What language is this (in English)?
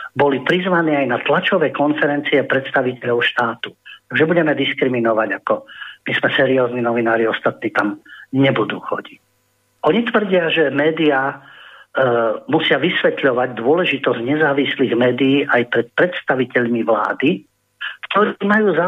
Slovak